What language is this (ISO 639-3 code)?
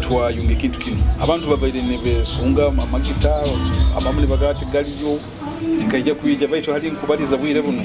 nyo